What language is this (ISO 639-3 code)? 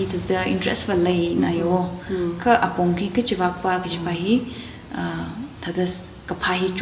nmf